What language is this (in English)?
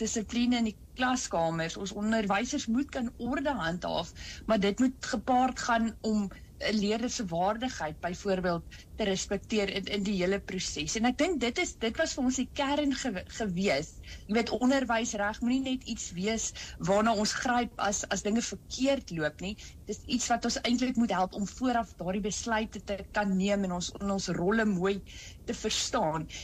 Afrikaans